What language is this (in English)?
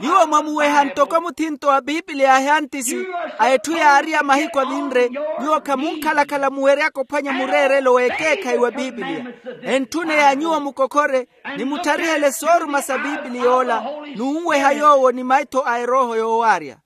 Makhuwa